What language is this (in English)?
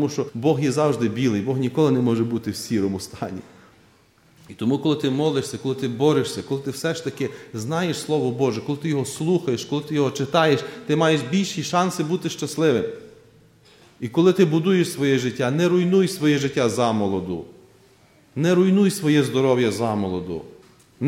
Ukrainian